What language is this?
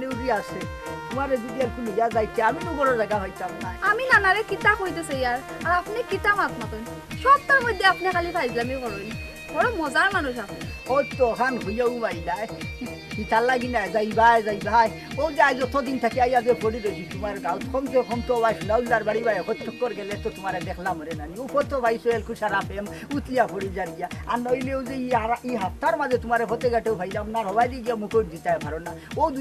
Sylheti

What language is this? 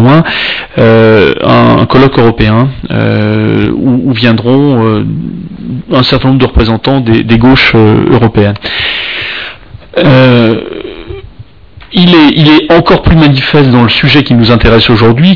French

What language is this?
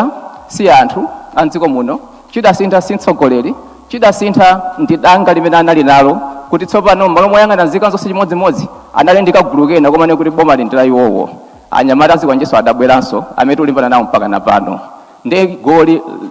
Nyanja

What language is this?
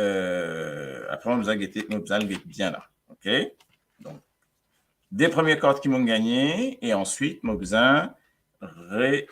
Morisyen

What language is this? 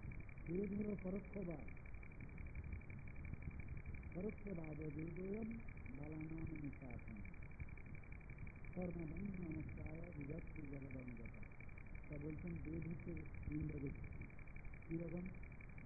Bangla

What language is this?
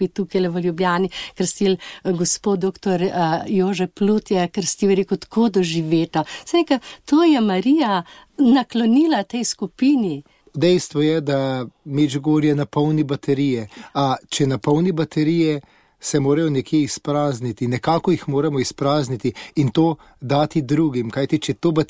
Slovenian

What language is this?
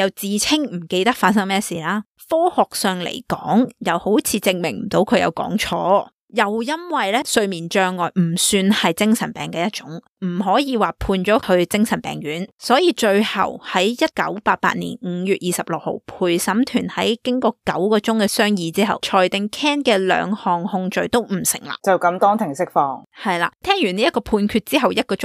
Cantonese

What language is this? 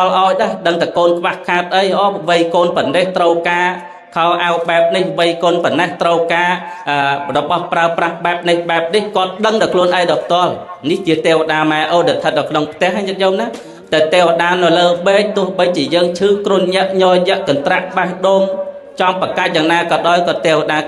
Khmer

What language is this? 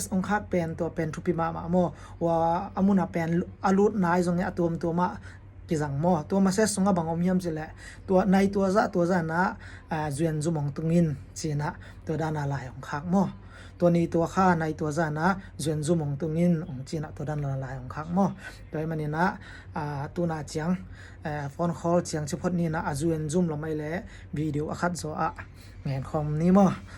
Tedim Chin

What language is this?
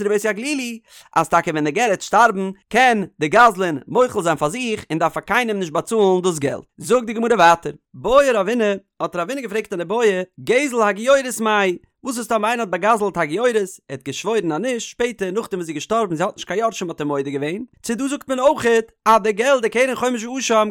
Yiddish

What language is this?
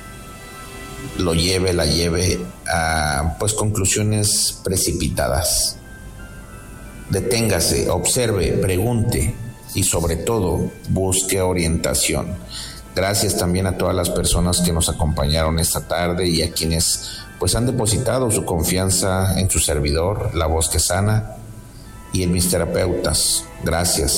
Spanish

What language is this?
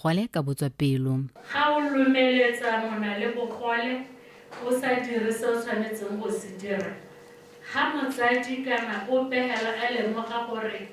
Tswana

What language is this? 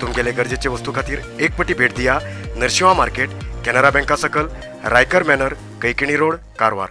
Konkani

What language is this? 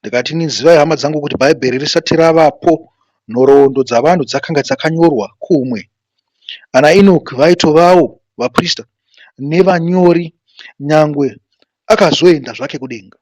Shona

